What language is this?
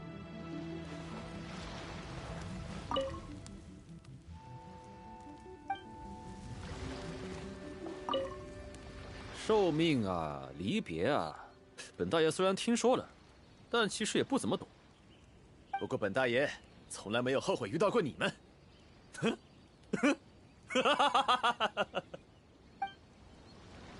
Chinese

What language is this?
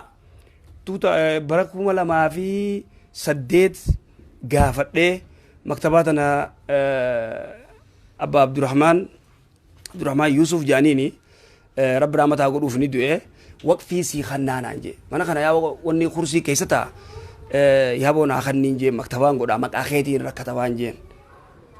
Oromo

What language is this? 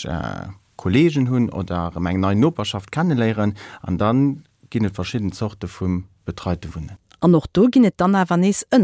Luxembourgish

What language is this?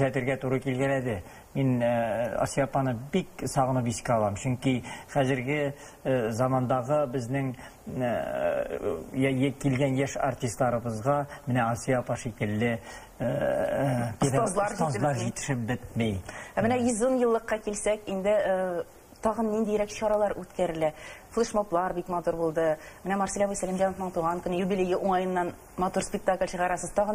Tatar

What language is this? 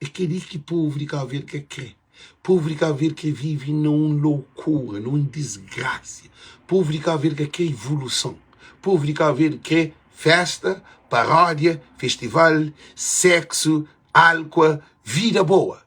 Kabuverdianu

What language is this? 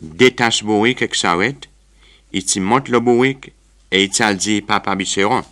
Seselwa Creole French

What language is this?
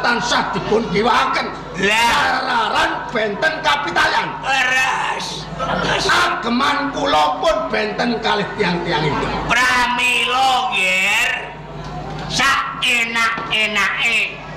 Javanese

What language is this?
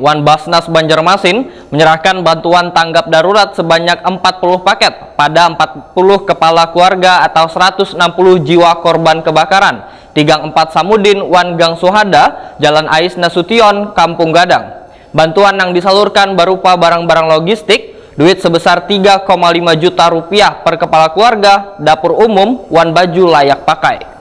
Banjar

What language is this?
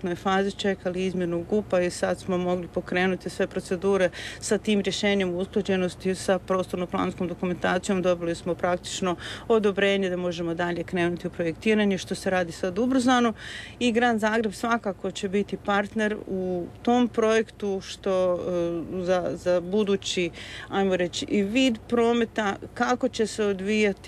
Croatian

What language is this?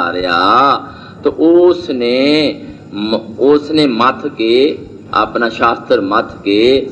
Punjabi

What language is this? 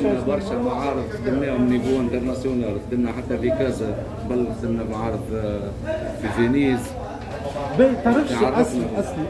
Tunisian Arabic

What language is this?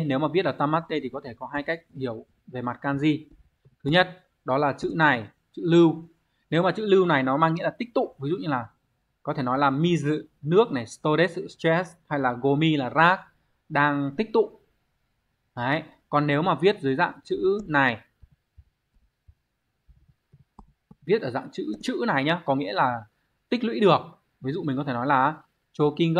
Vietnamese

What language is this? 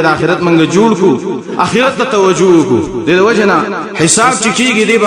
Pashto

